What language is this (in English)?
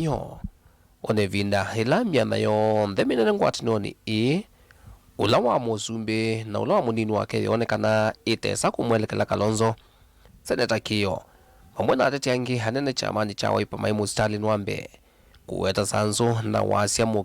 Kamba